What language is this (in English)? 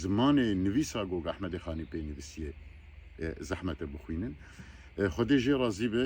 Kurdish